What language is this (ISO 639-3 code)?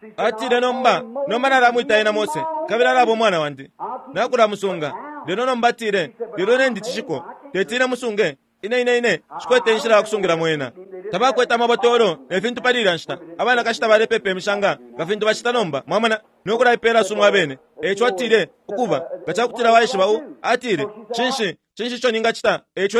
bem